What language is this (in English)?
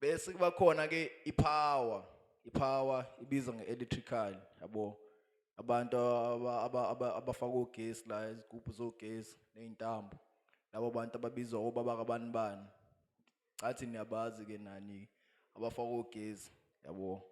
Zulu